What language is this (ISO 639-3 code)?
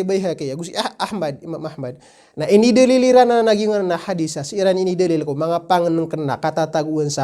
mrw